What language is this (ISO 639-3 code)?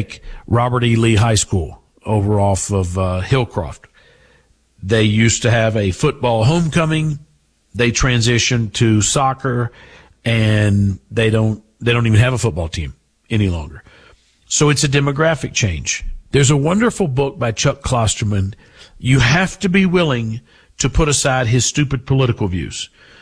eng